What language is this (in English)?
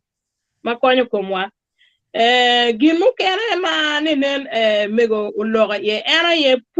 Acoli